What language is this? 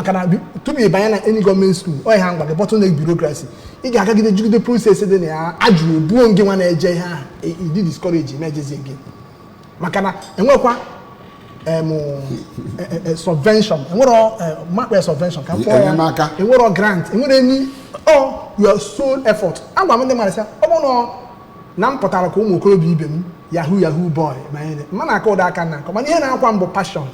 Igbo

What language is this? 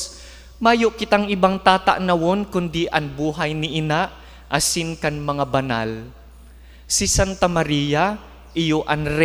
Bikol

